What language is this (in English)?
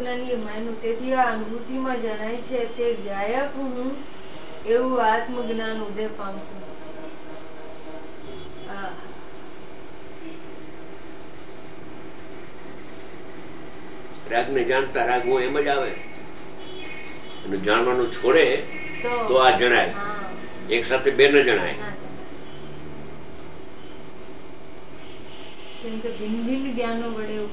Gujarati